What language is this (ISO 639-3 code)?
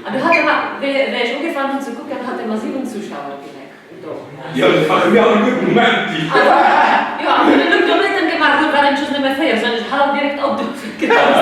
ltz